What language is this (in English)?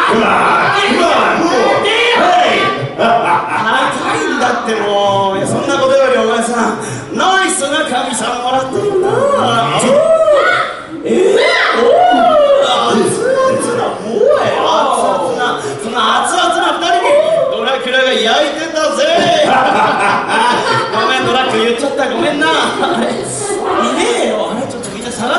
Japanese